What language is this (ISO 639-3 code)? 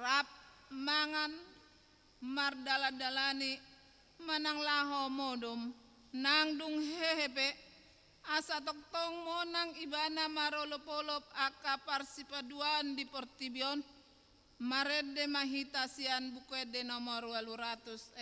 bbc